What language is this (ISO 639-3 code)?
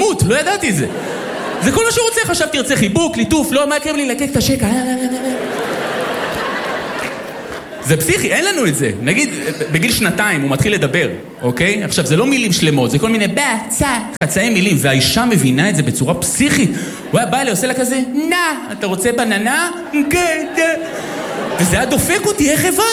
heb